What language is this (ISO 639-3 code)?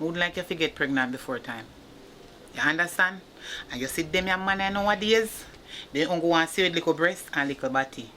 jam